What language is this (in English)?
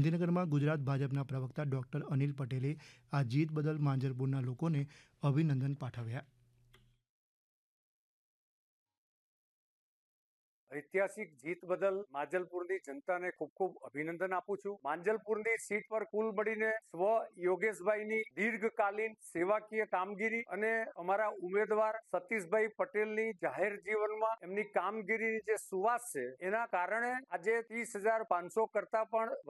Gujarati